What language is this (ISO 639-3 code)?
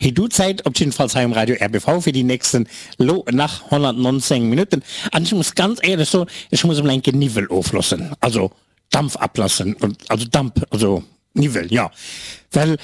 ltz